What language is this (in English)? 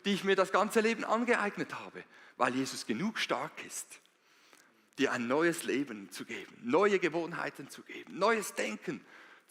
Swiss German